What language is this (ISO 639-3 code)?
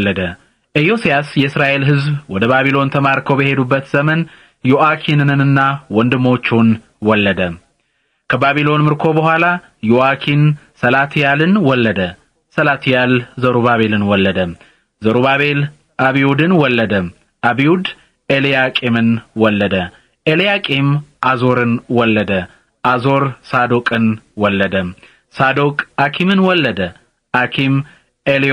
amh